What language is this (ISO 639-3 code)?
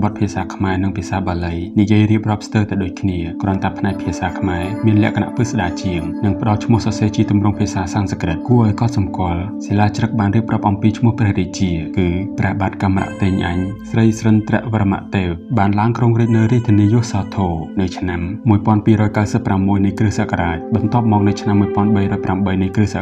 khm